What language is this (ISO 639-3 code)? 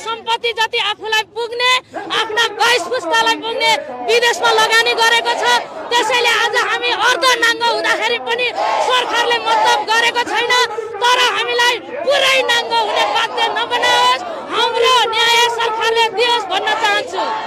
nep